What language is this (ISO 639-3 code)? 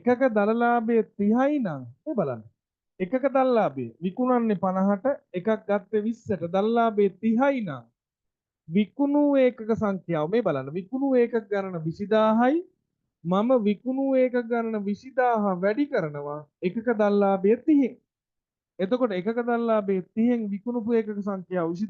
sin